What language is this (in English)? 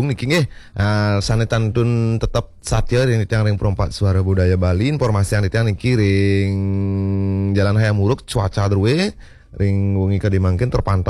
Balinese